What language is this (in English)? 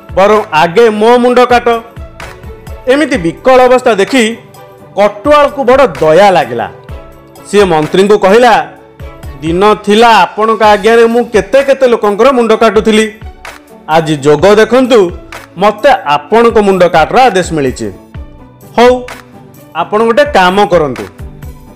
Odia